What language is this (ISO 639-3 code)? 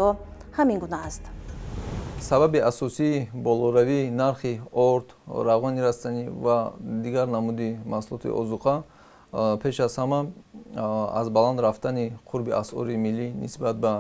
tgk